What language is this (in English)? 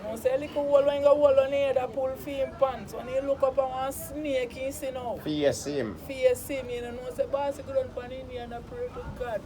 Jamaican Creole English